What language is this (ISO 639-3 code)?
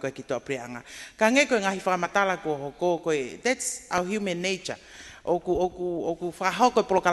ton